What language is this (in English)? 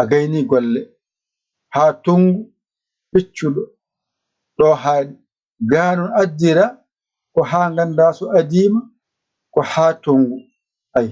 Fula